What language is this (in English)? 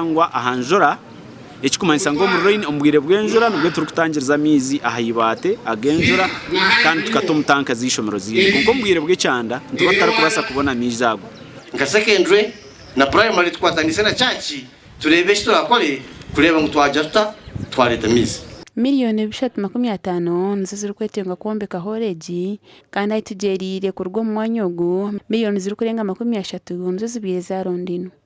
Nyankole